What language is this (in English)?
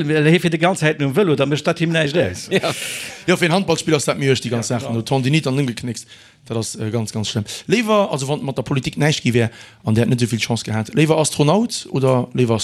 Luxembourgish